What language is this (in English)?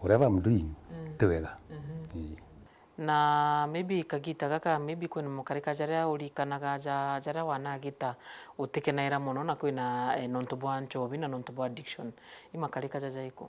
Meru